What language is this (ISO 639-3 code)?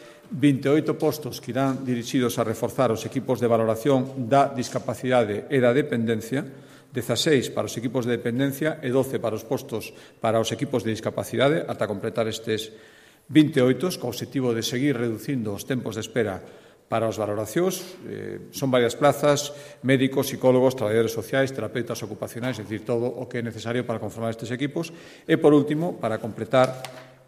glg